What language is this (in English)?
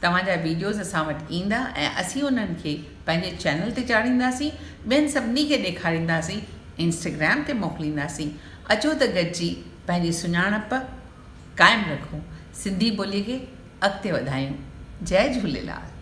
Sindhi